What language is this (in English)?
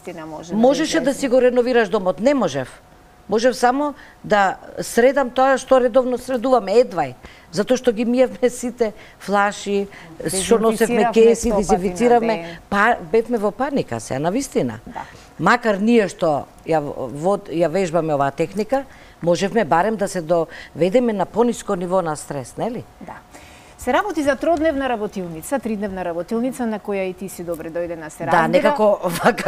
Macedonian